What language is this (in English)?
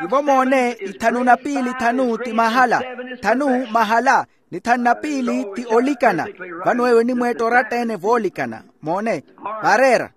Makhuwa